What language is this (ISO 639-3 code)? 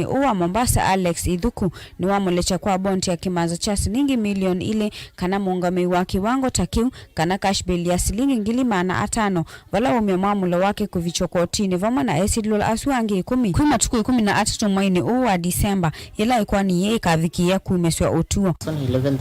kam